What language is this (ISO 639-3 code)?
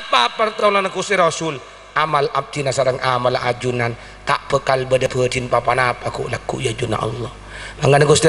mad